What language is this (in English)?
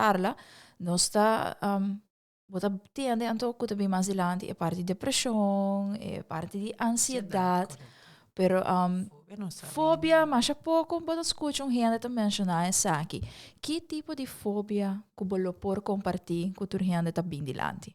Papiamento